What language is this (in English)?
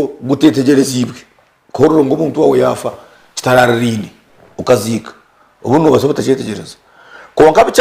Nyankole